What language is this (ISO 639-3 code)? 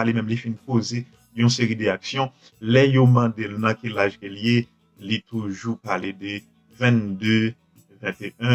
hat